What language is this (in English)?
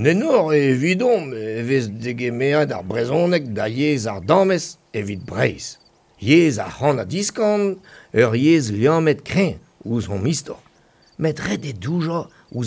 Breton